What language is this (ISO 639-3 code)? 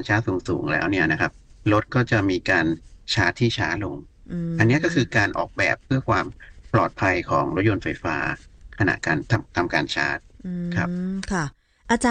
tha